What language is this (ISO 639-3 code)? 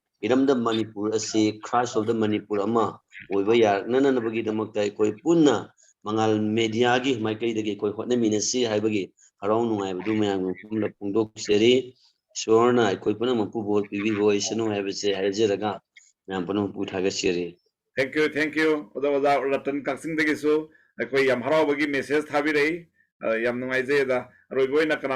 mni